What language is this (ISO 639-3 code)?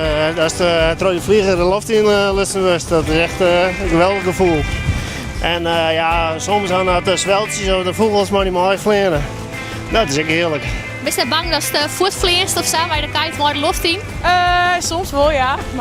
fry